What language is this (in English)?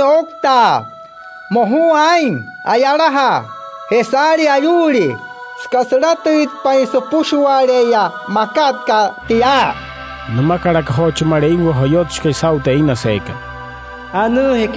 Wayuu